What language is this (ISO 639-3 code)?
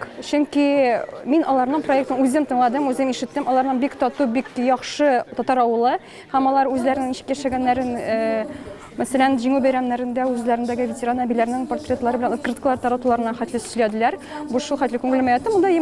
tat